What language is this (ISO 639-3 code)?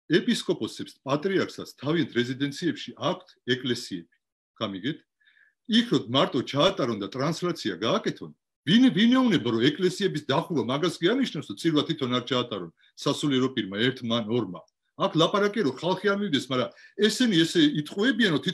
kat